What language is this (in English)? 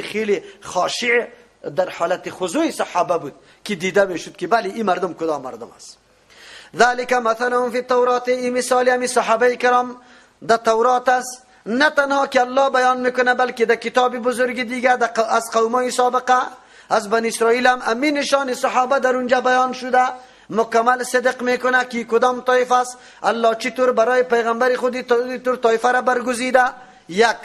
Persian